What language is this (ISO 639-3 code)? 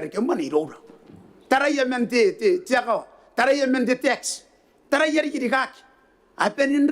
gil